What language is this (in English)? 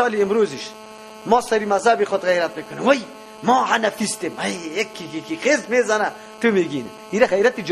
Persian